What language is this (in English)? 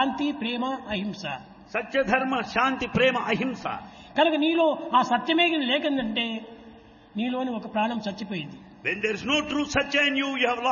Telugu